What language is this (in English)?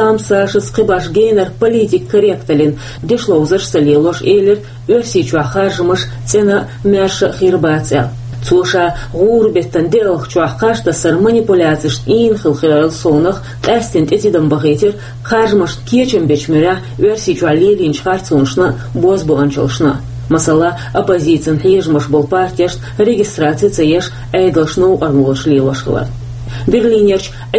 Chechen